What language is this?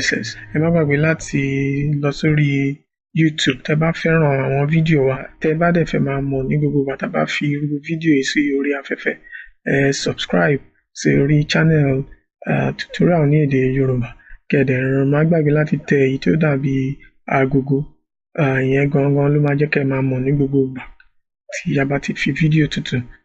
Yoruba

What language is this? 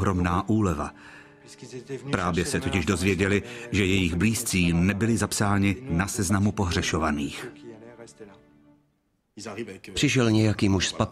Czech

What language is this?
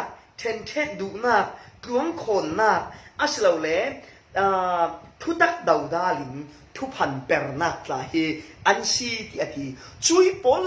Falam Chin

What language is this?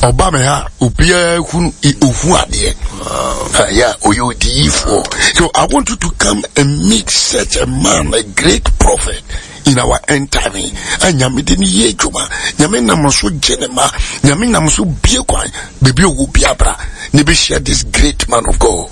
Akan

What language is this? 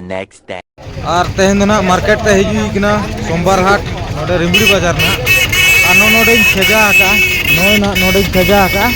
Santali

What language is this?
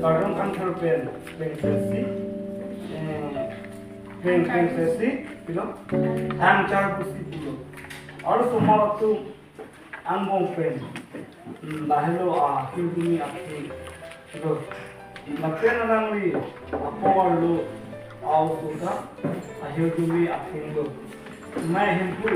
Karbi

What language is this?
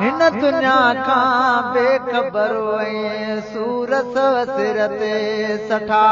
Sindhi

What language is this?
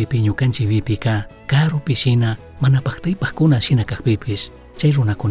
Chimborazo Highland Quichua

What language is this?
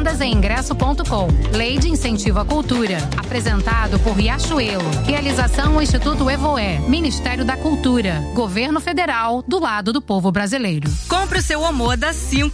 Portuguese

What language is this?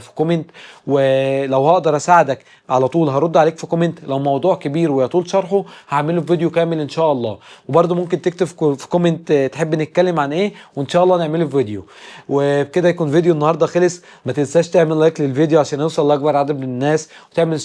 Egyptian Arabic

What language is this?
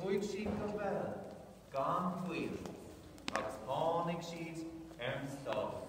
Irish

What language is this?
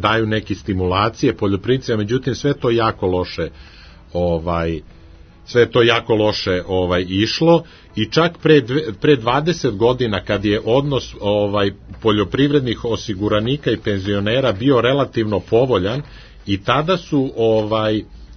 Serbian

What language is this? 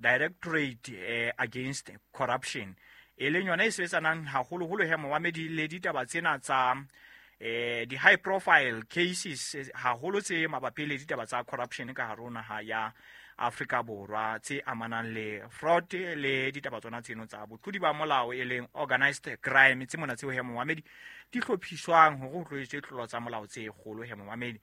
Southern Sotho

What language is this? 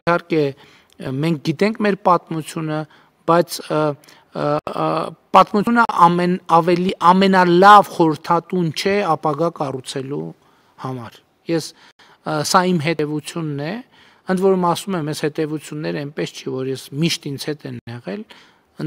Armenian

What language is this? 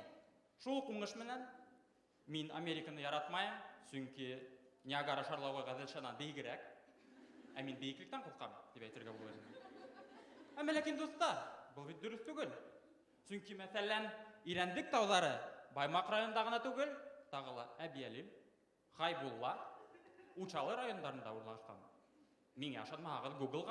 Bashkir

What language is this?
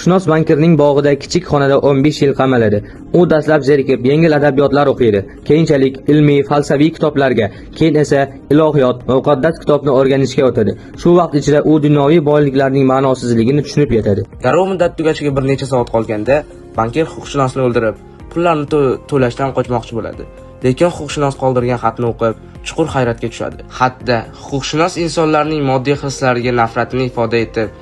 Uzbek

